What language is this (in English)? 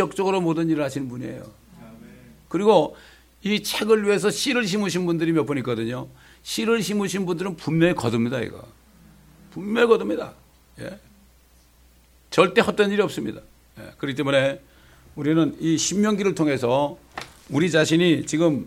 Korean